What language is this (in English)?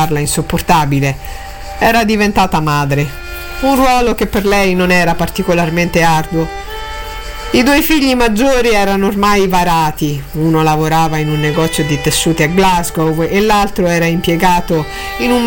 Italian